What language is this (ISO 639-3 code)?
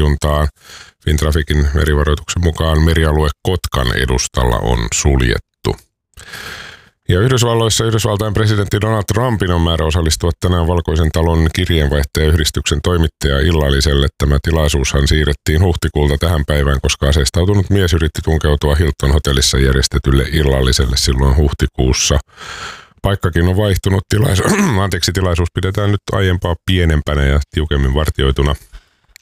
fin